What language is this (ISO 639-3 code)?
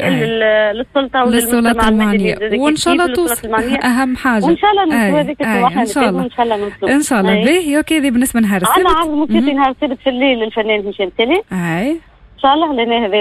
aeb